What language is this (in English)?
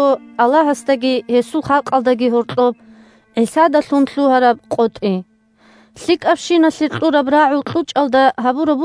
Avaric